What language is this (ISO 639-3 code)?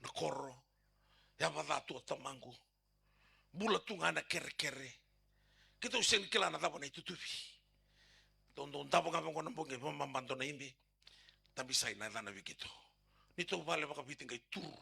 fij